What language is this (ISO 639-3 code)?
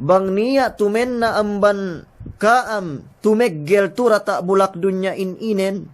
yka